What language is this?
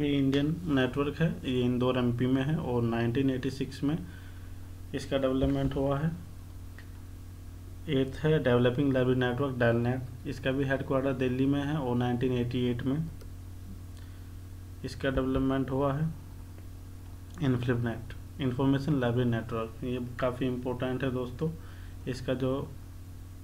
Hindi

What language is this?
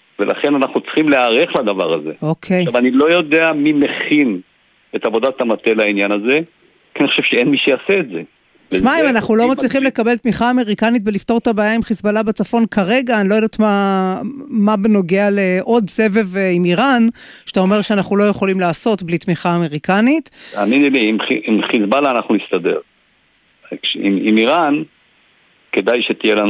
Hebrew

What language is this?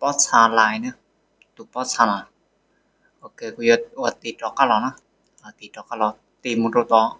Hmong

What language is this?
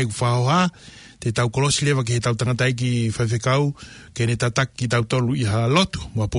Tongan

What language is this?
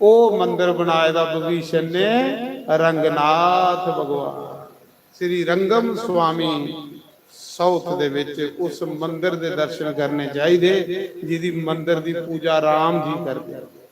Dogri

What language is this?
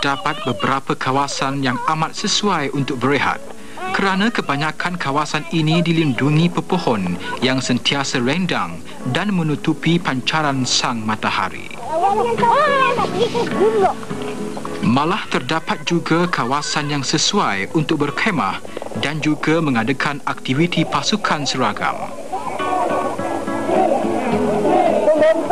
Malay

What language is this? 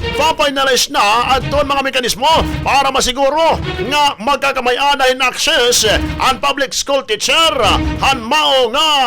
Waray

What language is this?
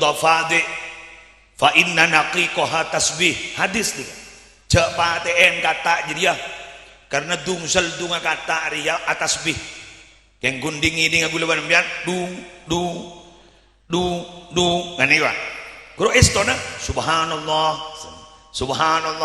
Madurese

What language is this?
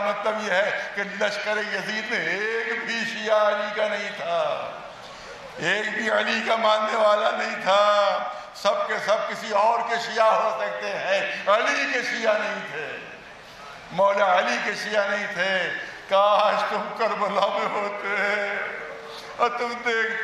Urdu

